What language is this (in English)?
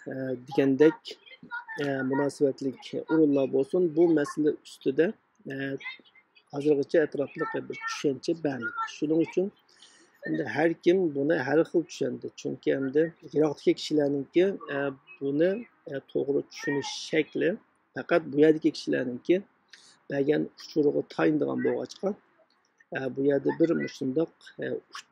Uyghur